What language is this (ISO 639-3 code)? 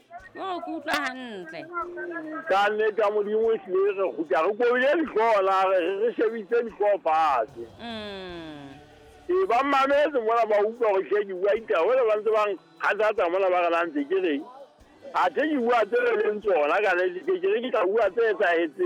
sot